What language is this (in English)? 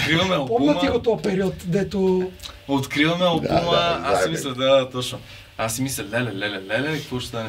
Bulgarian